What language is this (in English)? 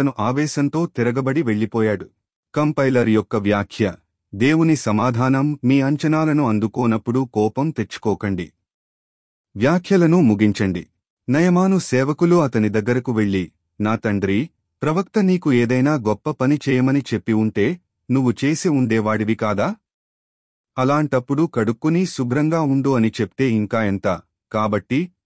Telugu